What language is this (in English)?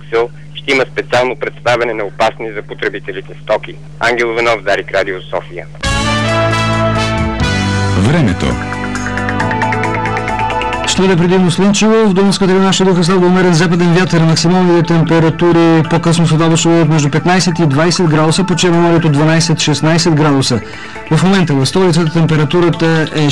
Bulgarian